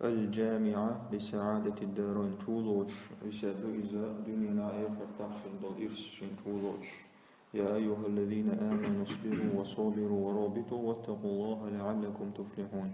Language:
Chechen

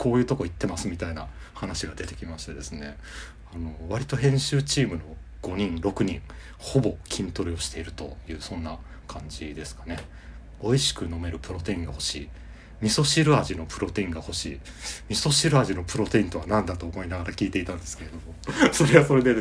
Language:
Japanese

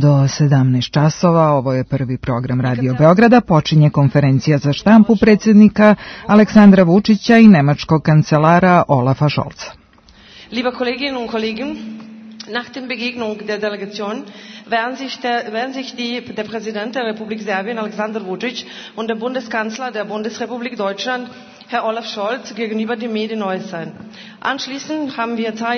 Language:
Serbian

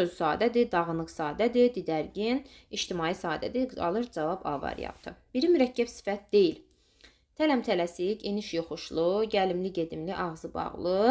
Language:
Azerbaijani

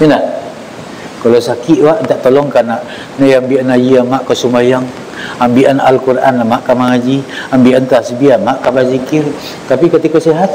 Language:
Minangkabau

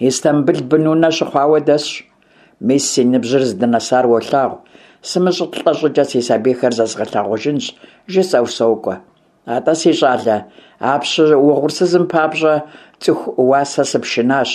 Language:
Kabardian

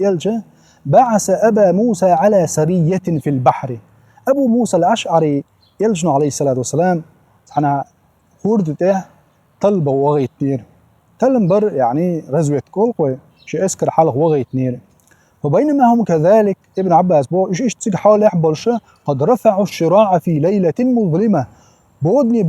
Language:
Chechen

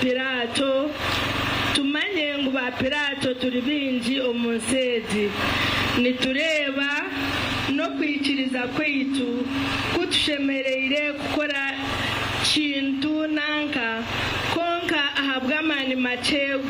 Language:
Nyankole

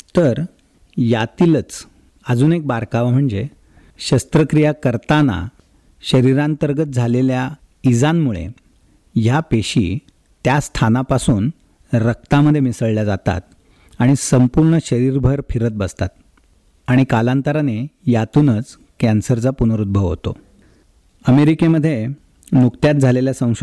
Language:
Marathi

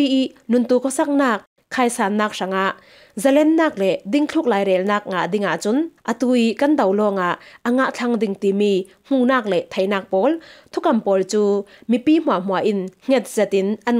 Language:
Falam Chin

